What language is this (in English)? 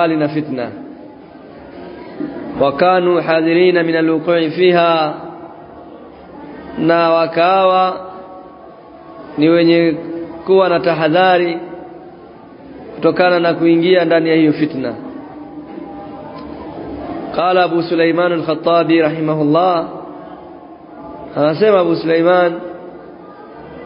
Swahili